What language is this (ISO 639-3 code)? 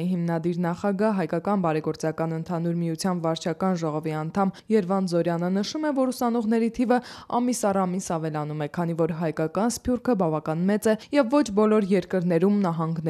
hye